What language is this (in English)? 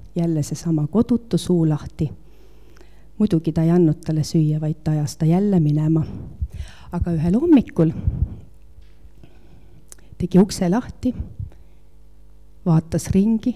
Estonian